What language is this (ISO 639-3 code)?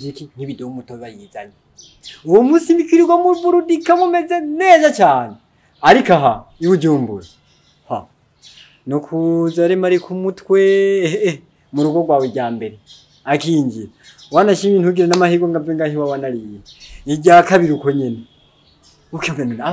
run